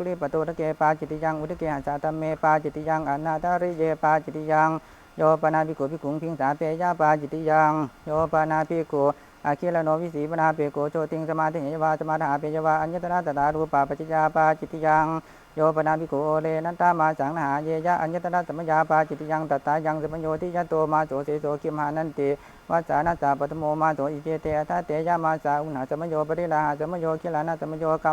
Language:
Pali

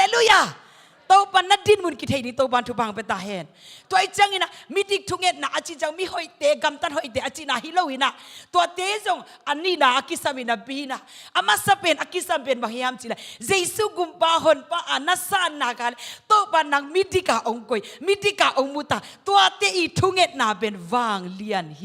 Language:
Tedim Chin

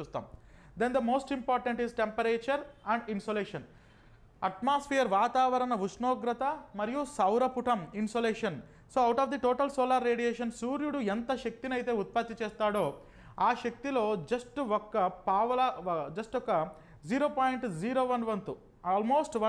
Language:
Telugu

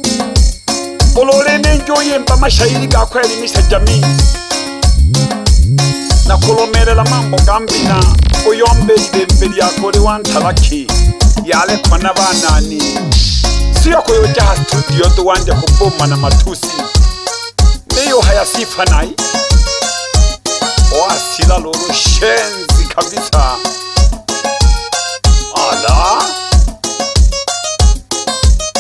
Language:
Swahili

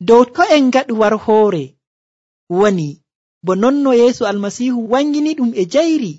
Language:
Nigerian Fulfulde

